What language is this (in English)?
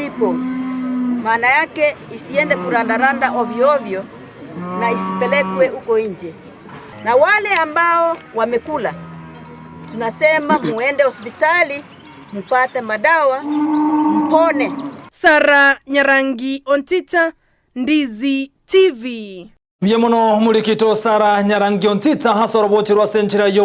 Gusii